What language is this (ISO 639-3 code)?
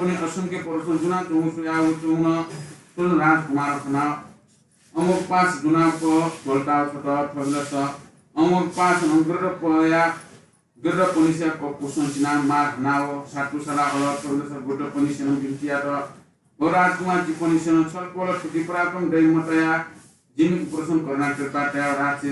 new